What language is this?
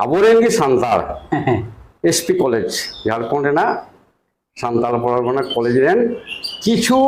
Santali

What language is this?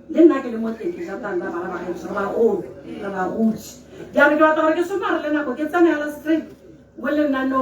Tswana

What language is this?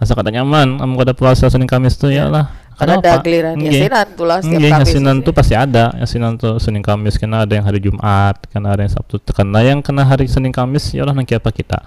Banjar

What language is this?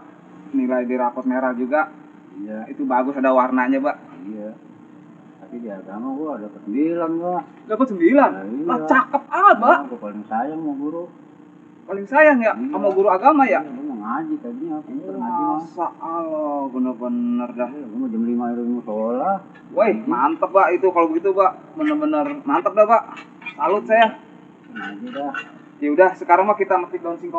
Betawi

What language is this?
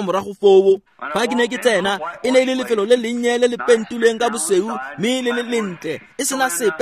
Tswana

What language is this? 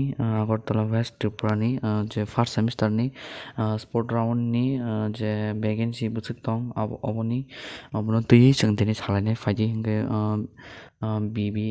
Kok Borok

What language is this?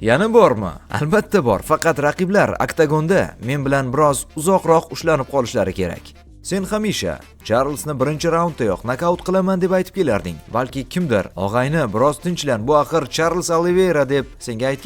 Uzbek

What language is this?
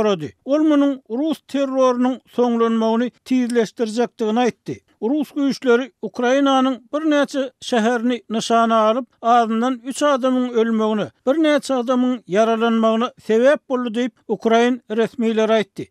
Turkmen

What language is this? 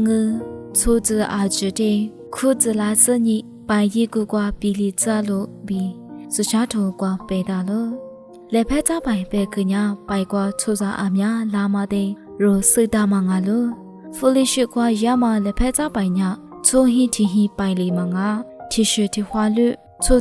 Lisu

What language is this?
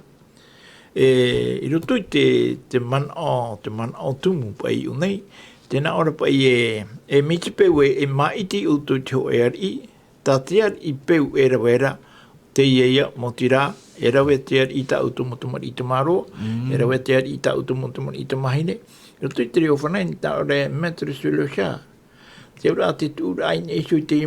Tahitian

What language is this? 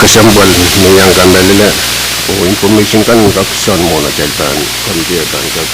Pohnpeian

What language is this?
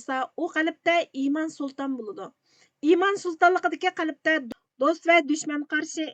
Uyghur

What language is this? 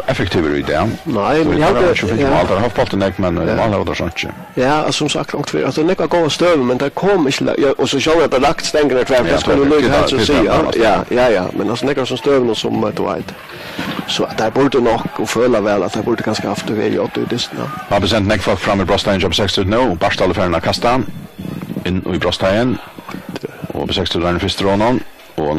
Faroese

